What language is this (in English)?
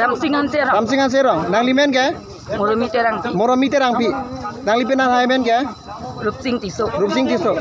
Karbi